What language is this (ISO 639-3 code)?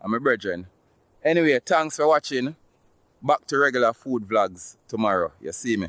jam